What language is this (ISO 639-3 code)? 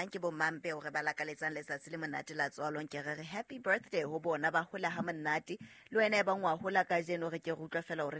sot